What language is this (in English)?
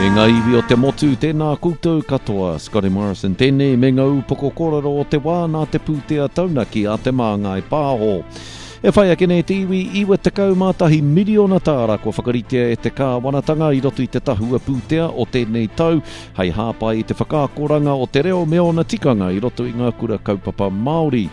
Māori